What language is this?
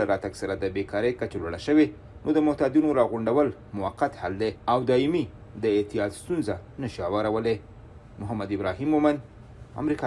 Pashto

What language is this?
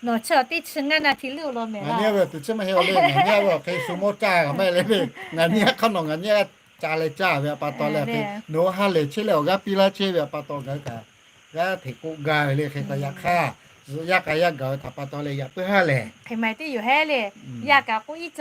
Lahu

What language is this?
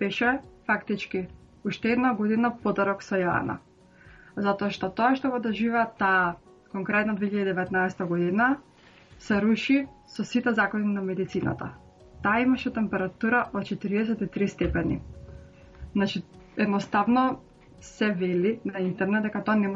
Macedonian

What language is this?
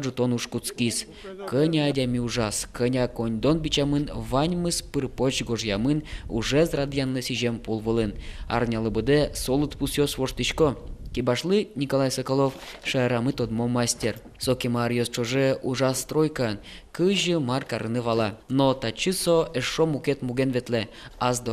Udmurt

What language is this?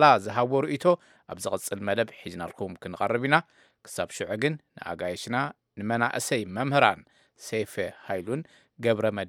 Tigrinya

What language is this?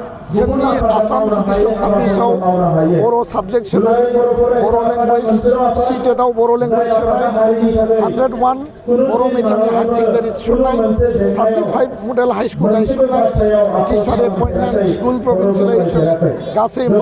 Bodo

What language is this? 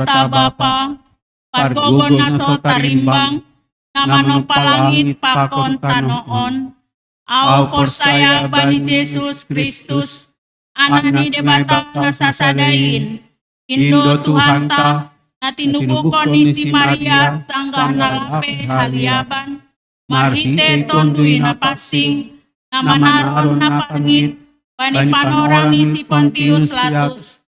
Batak Simalungun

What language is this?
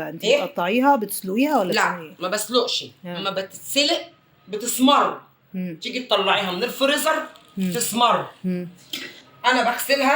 Egyptian Arabic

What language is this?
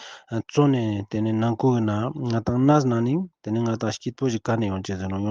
Ladakhi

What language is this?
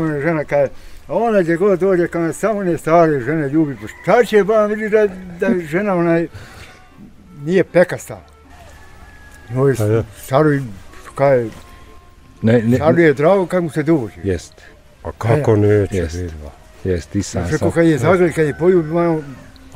Bosnian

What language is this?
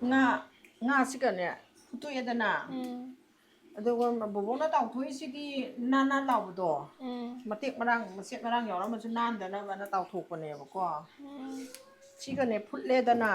Manipuri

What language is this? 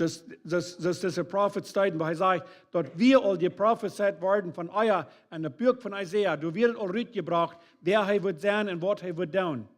Plautdietsch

